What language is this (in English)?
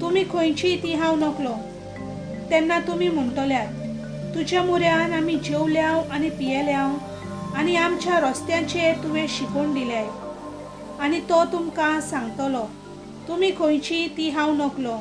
Konkani